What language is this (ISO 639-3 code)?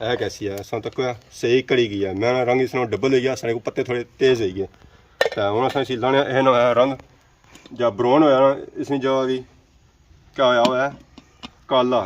phr